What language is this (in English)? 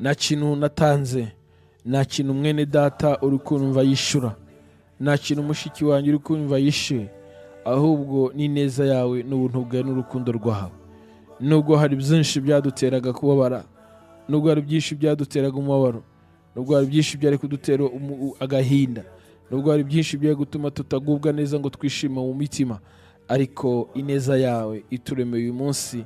Kinyarwanda